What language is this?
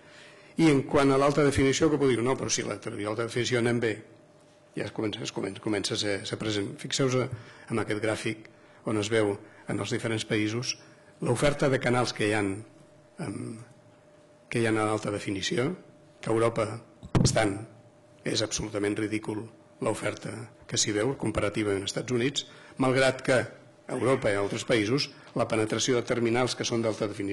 Catalan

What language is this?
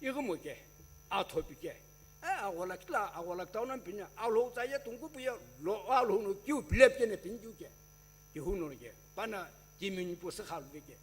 Sumi Naga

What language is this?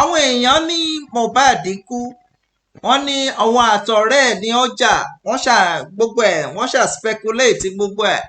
Yoruba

